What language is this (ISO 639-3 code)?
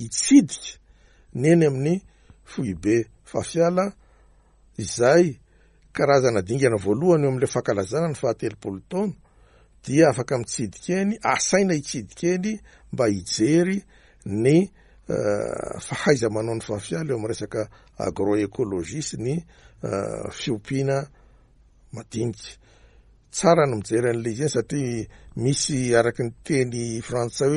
mlg